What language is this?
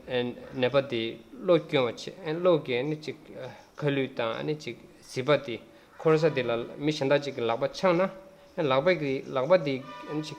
Tibetan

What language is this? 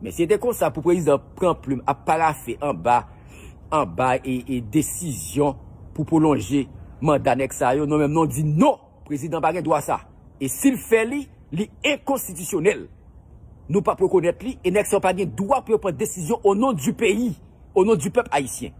Haitian Creole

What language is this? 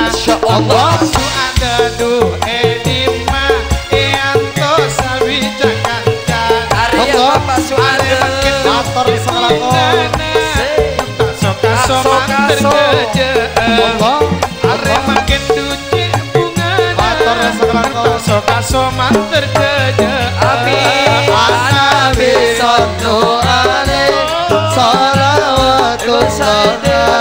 Madurese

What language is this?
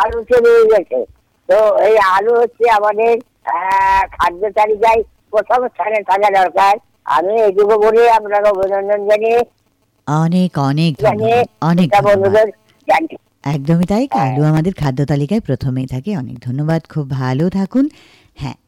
Bangla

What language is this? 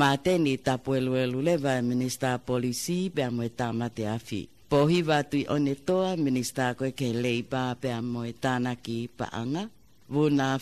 Tongan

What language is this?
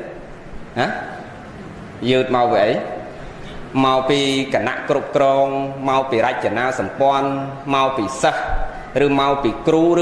Khmer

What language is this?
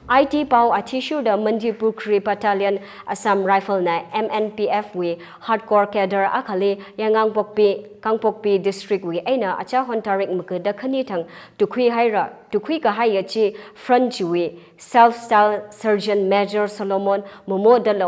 Tangkhul Naga (India)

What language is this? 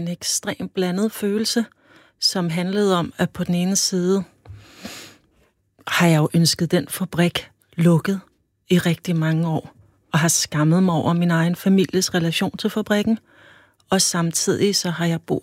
Danish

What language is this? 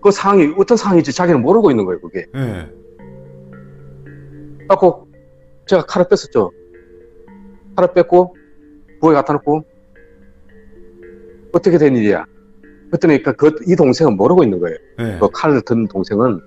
Korean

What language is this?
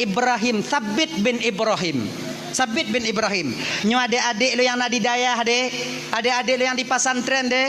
Achinese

